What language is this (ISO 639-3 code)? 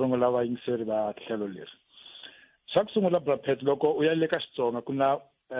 tso